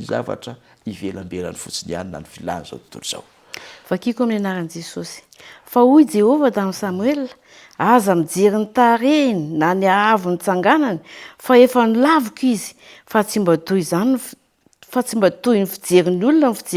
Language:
Malagasy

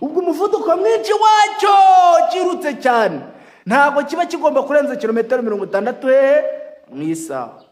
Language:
Kinyarwanda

